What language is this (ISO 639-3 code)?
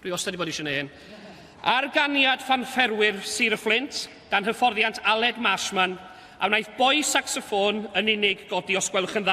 cym